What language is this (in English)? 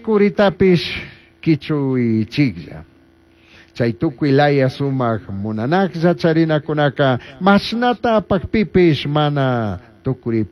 Chimborazo Highland Quichua